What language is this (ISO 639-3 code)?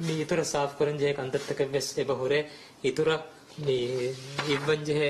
div